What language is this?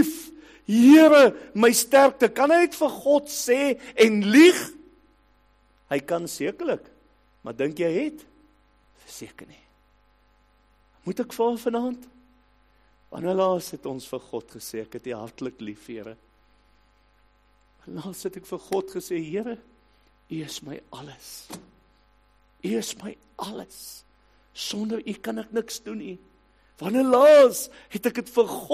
Afrikaans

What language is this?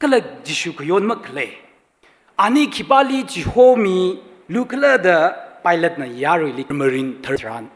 Tangkhul Naga (India)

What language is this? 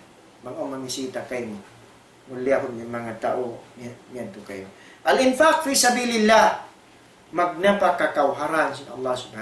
Tausug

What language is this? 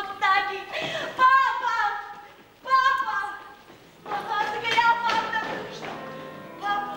Ossetic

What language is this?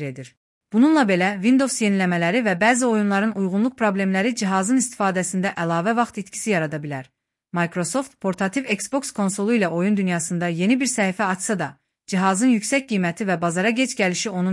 Azerbaijani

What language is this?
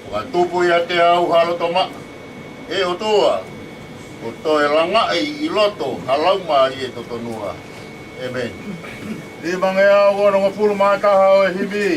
Tongan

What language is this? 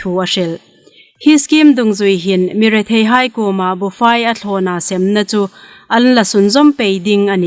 Hmar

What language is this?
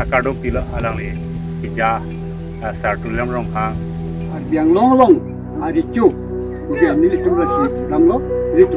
Karbi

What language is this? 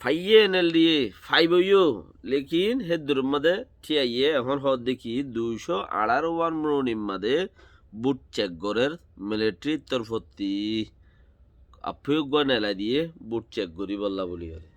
Rohingya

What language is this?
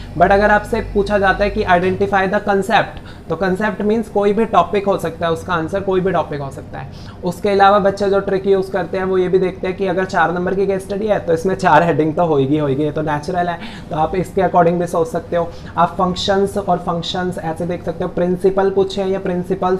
Hindi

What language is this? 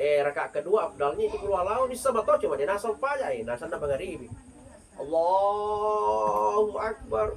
Buginese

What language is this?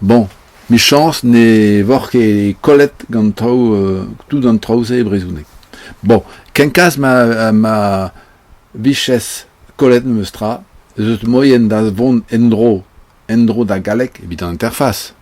Breton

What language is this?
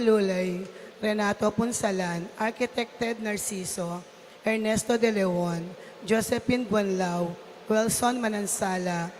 Pampanga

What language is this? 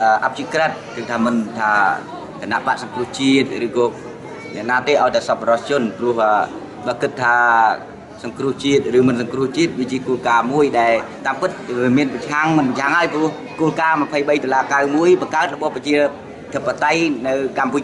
Khmer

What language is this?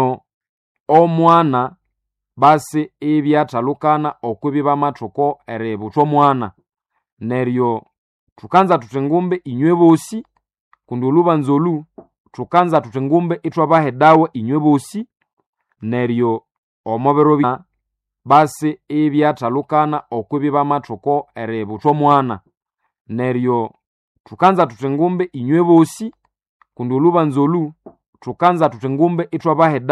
Nande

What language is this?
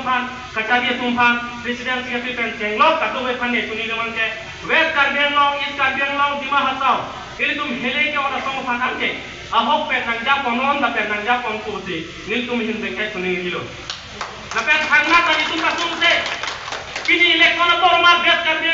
Karbi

